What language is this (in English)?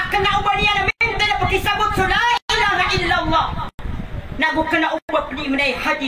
Maranao